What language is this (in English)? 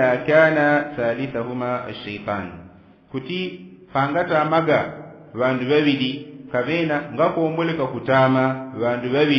Yao